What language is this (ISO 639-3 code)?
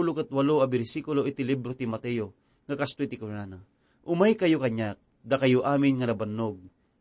ilo